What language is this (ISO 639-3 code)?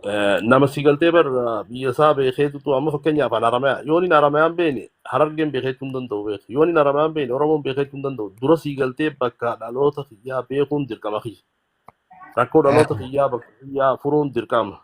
orm